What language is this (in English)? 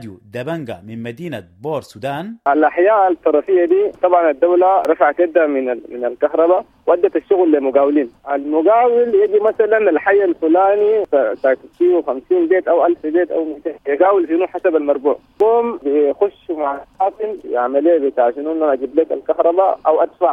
Sudanese Arabic